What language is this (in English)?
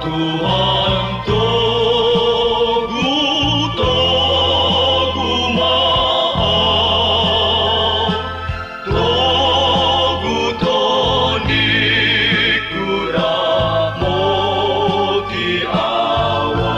Batak Toba